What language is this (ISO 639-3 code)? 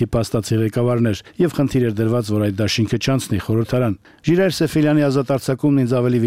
hye